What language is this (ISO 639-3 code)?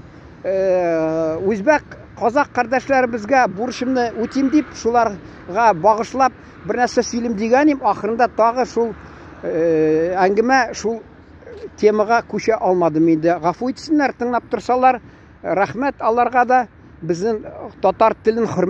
tat